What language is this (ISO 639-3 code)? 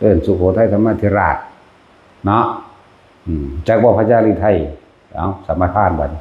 tts